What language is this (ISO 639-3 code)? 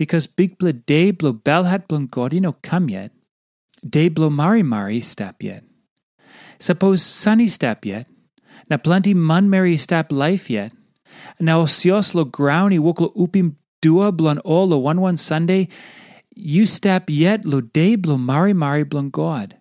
tpi